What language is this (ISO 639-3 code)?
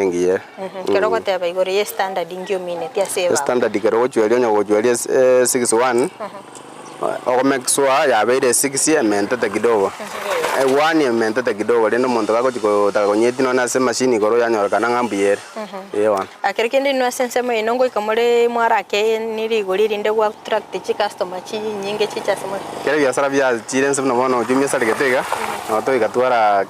guz